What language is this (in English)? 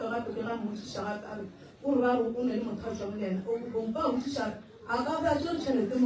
Northern Sotho